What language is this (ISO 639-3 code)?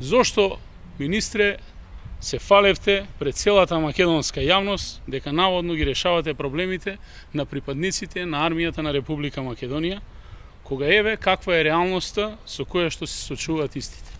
mkd